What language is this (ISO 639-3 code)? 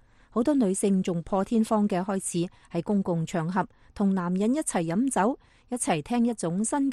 yue